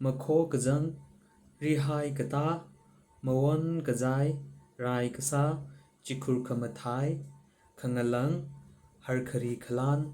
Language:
Tangkhul Naga (India)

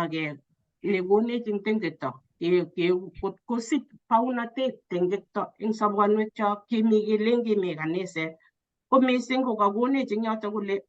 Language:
Kalenjin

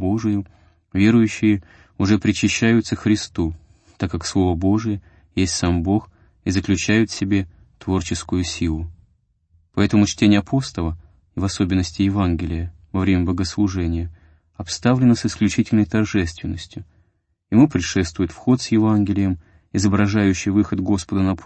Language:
Russian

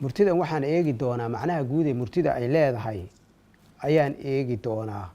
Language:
Somali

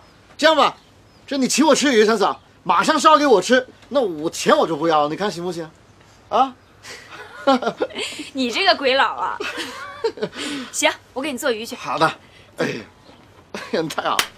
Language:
Chinese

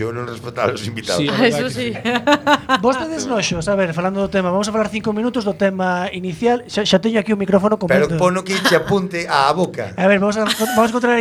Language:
Galician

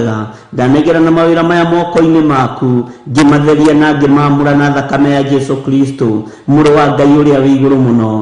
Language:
Kikuyu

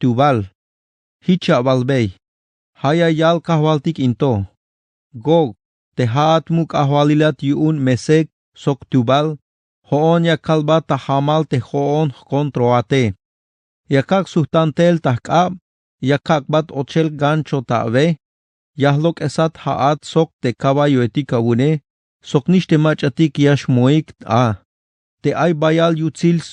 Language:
Tzeltal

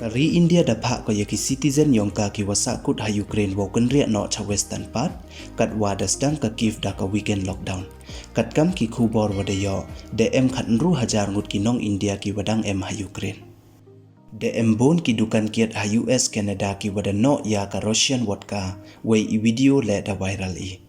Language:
Pnar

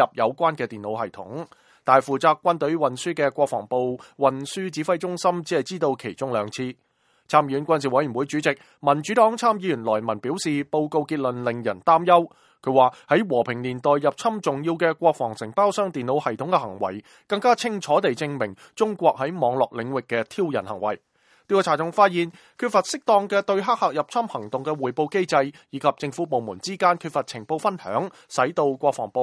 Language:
Cantonese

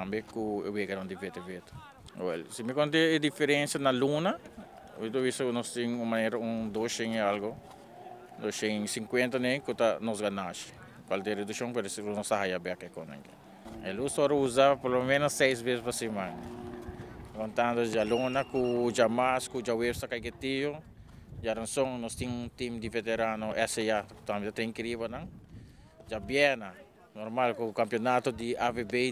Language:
Papiamento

